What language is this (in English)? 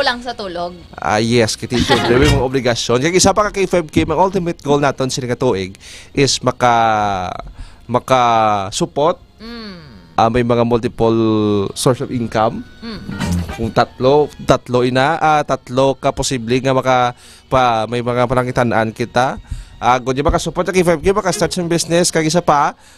Hiligaynon